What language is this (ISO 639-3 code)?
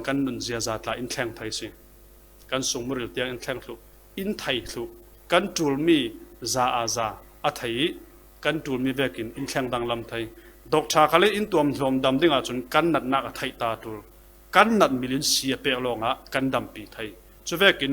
cfm